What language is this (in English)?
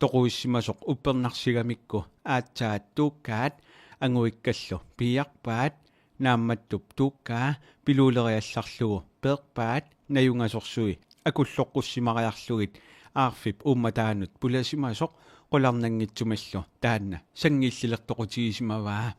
Kalaallisut